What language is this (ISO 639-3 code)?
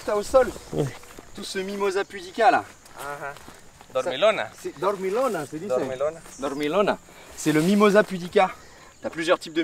fra